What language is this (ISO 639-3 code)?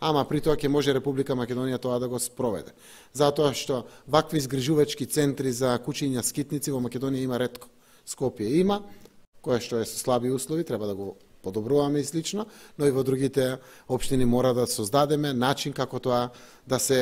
mkd